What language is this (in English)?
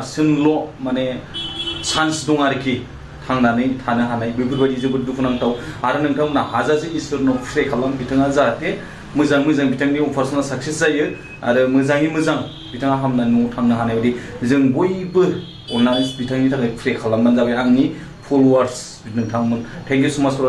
Bodo